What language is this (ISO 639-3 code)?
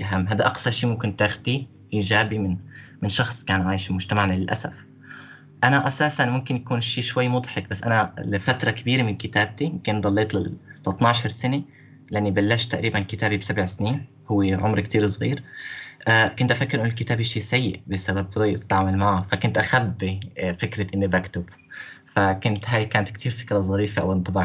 apc